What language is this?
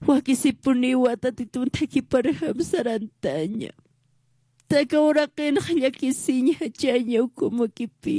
Aymara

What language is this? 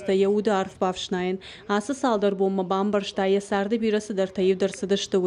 Ossetic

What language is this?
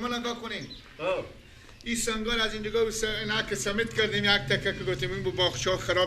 Persian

